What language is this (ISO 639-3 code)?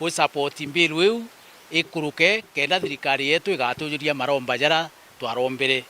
mer